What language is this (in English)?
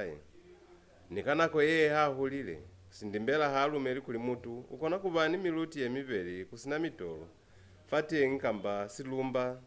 Lozi